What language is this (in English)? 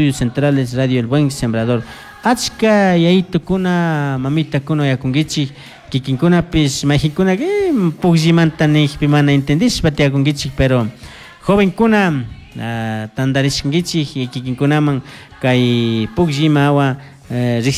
Chimborazo Highland Quichua